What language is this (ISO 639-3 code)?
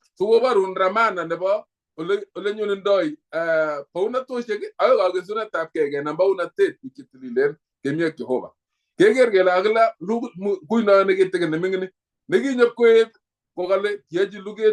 kln